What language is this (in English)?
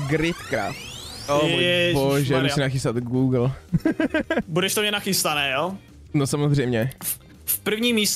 Czech